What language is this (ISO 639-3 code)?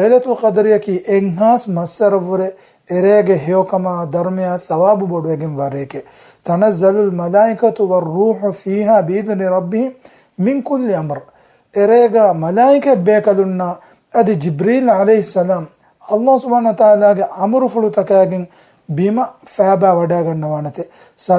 div